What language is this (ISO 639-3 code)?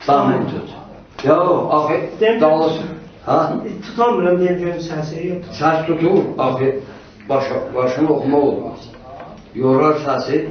azb